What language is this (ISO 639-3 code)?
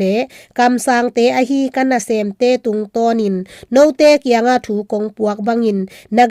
ctd